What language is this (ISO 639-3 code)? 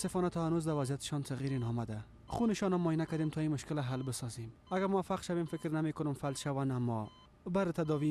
fas